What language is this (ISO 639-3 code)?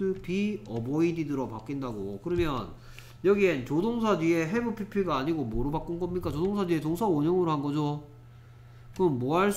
kor